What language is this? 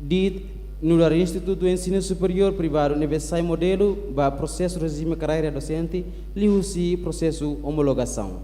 Tetum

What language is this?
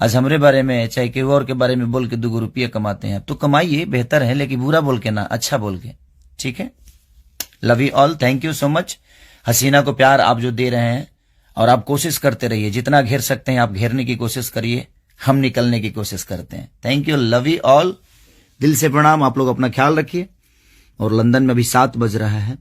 Bhojpuri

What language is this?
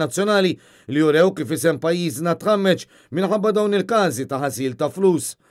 Maltese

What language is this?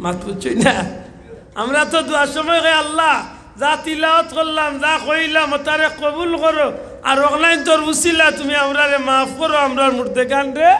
Sylheti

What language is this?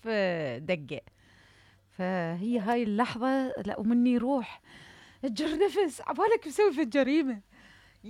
Mesopotamian Arabic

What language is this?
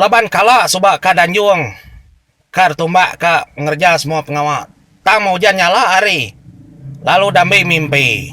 Iban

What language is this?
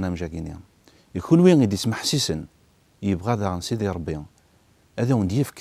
Kabyle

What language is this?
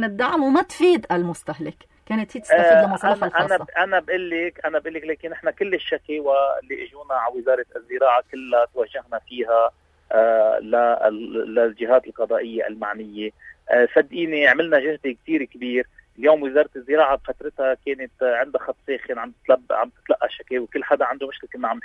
North Levantine Arabic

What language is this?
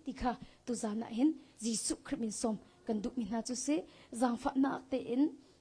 Hakha Chin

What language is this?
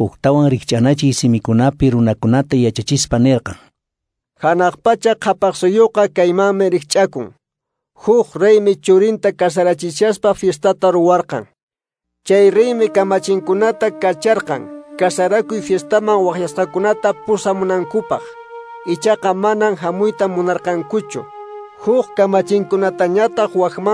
Quechua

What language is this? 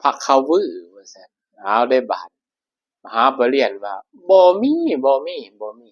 Northeastern Thai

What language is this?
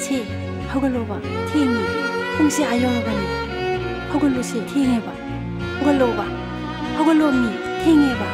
Manipuri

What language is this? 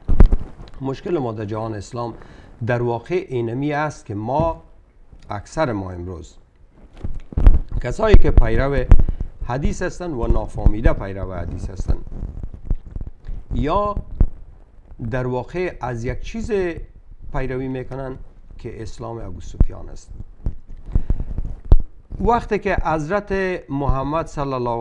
Persian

